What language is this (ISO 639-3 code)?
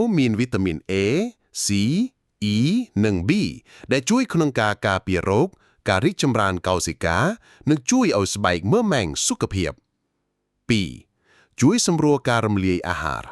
khm